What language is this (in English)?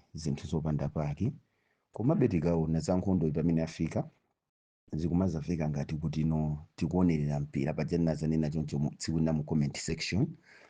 Nyanja